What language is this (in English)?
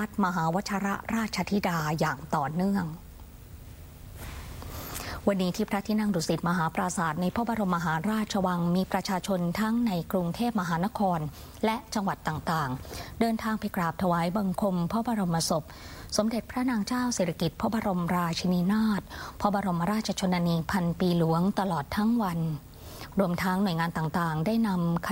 Thai